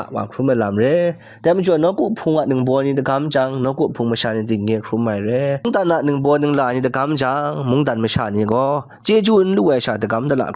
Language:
Kachin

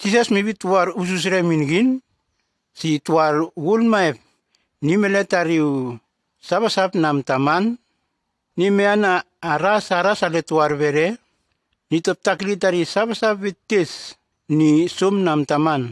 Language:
Nume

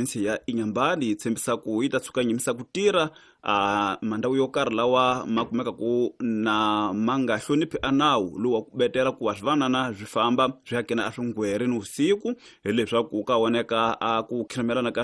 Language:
Tsonga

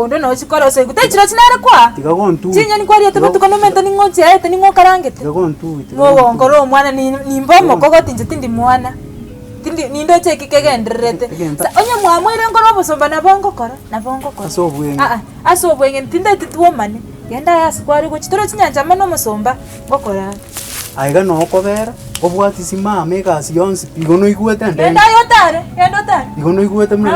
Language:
Gusii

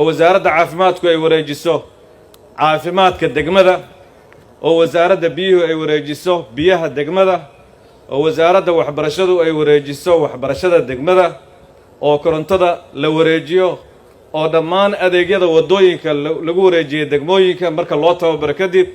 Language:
Somali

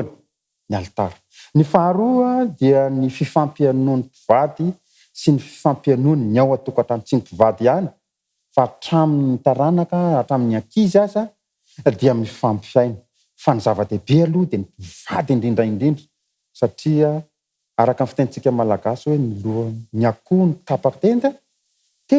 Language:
Malagasy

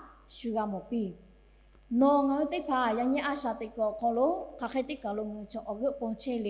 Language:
Lahu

